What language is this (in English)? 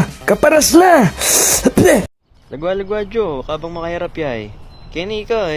Pampanga